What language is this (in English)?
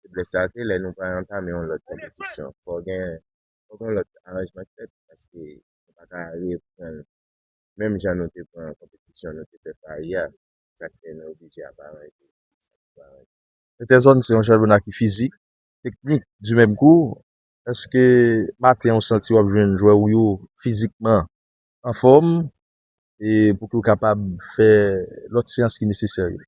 Haitian Creole